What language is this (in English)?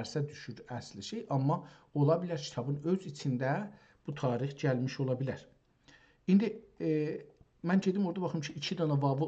South Azerbaijani